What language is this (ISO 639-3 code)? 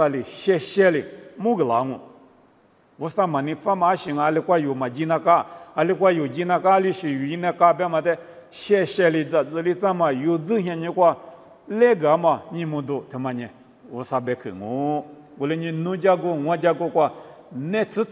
lis